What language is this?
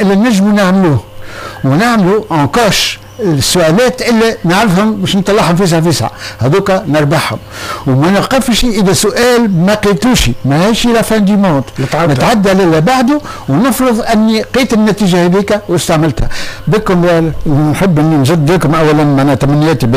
Tunisian Arabic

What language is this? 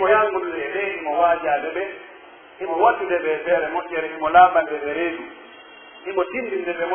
Pular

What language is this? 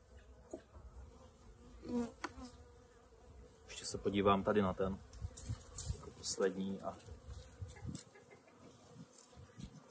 Czech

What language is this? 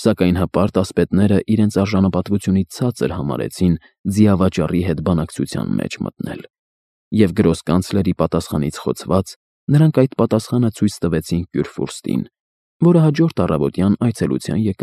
Armenian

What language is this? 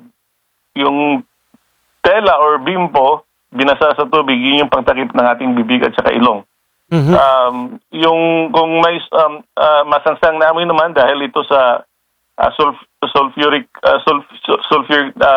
Filipino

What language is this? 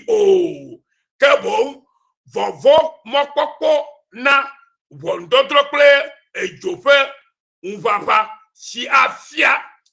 Ewe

